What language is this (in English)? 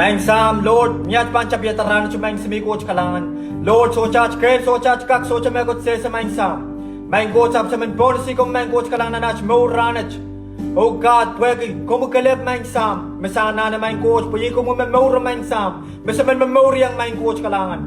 Pohnpeian